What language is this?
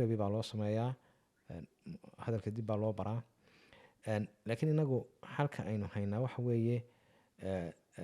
Somali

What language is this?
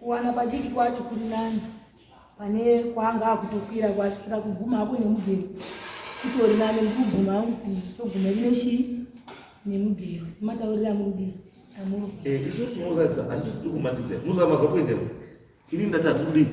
Shona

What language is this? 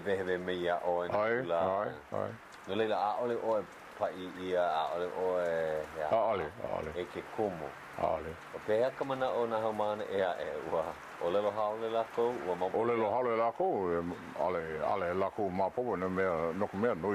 Hawaiian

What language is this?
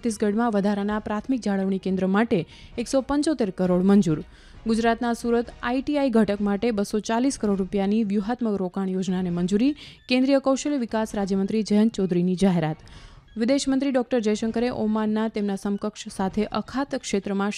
Gujarati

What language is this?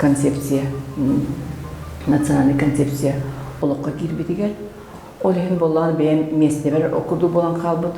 Yakut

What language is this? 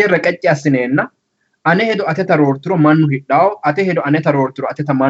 Sidamo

